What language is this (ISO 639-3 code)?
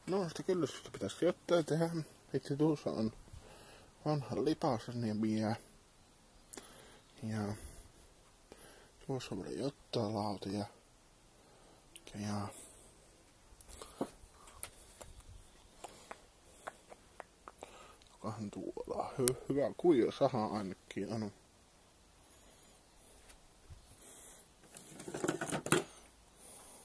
fin